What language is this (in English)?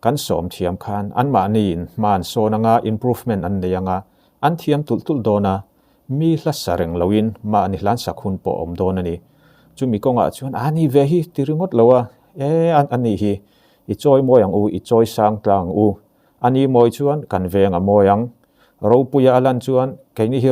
Mizo